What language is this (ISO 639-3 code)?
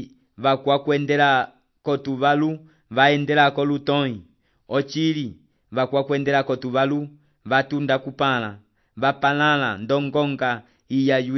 umb